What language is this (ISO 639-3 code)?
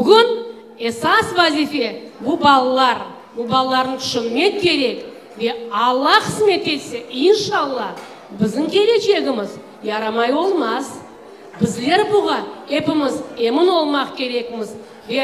crh